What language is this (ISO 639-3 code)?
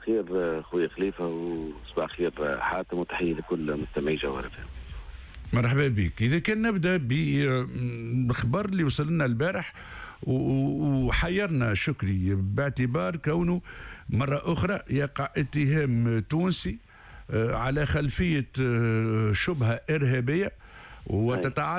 aeb